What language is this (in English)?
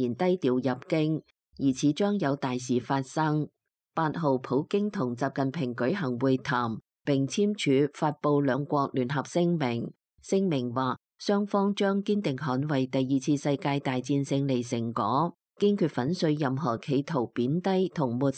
Cantonese